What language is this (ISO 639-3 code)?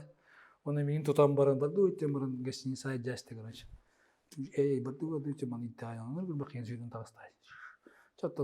sah